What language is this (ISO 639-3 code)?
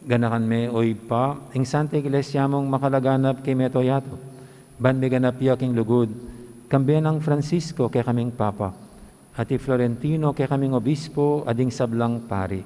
pam